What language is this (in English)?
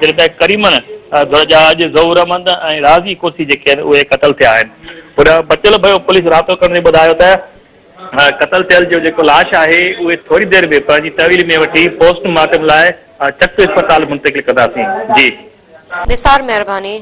Sindhi